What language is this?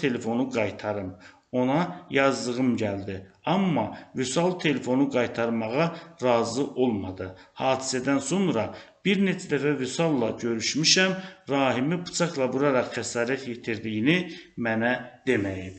Azerbaijani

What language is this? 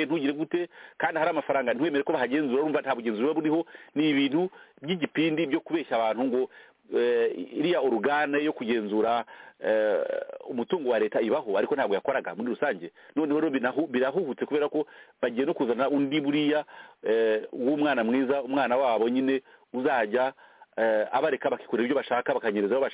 Kinyarwanda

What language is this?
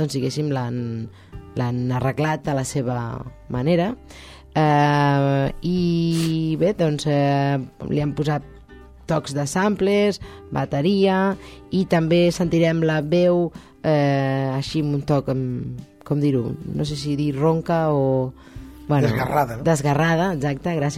Catalan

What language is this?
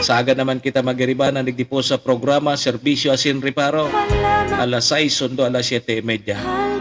Bikol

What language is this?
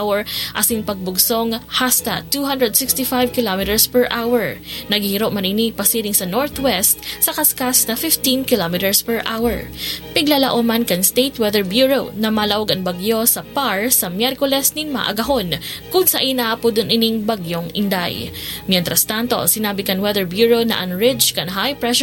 Bikol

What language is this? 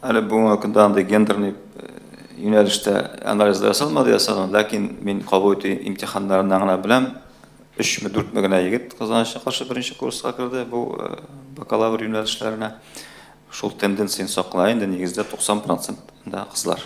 Tatar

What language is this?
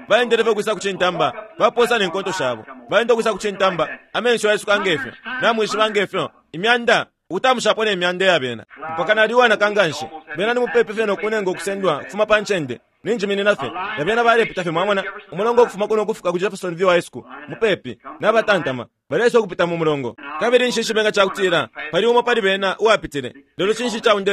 Bemba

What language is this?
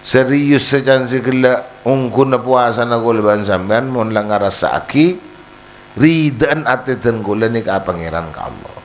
Madurese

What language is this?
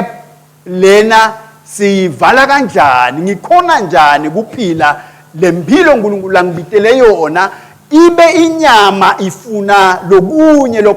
Swati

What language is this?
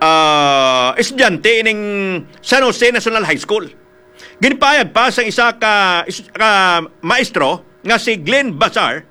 Hiligaynon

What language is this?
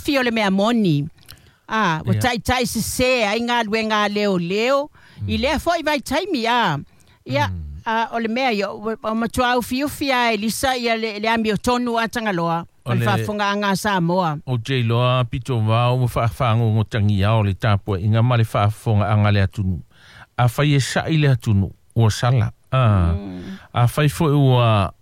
Samoan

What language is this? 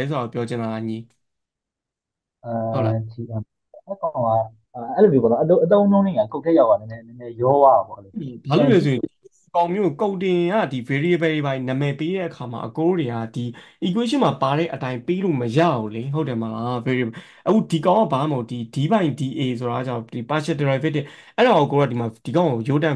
Burmese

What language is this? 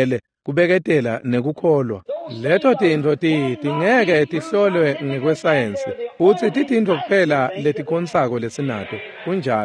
Swati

